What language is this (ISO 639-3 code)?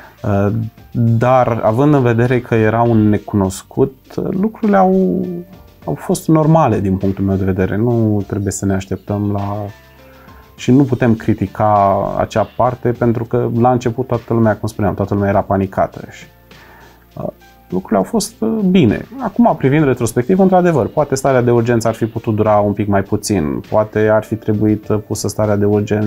ron